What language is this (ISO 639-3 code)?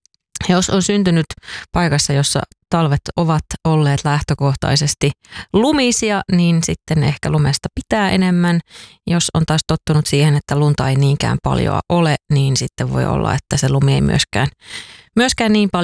fin